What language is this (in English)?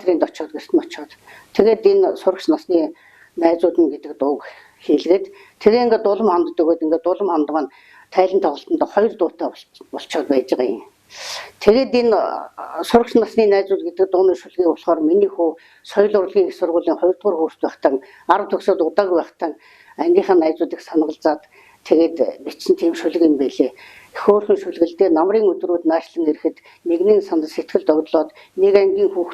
Mongolian